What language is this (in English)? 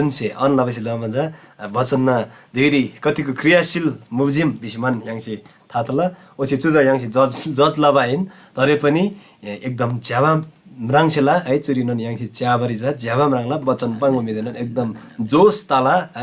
Eastern Tamang